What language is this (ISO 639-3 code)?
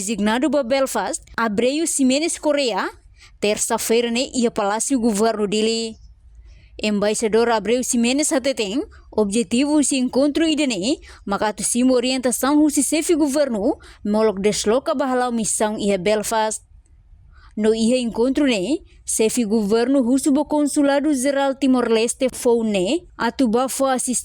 tet